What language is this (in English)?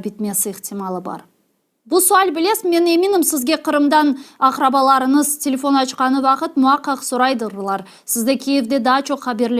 Crimean Tatar